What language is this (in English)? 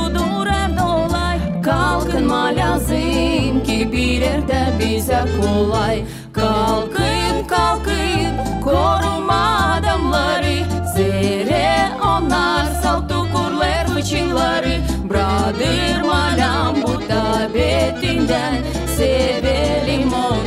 Gagauz